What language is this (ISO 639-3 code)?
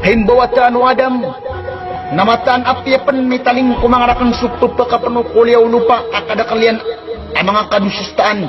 mrw